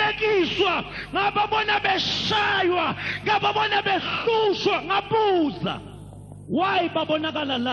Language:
Zulu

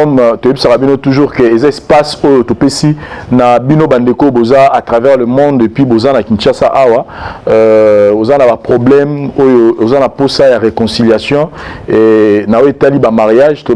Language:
Lingala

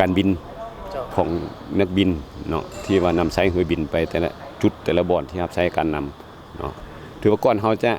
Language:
Lao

